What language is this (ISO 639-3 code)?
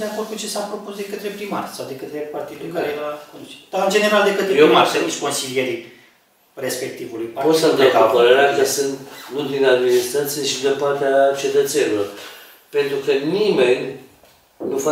ron